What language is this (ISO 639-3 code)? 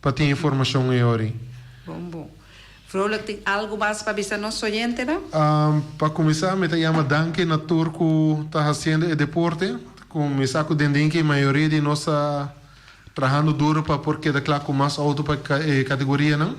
pap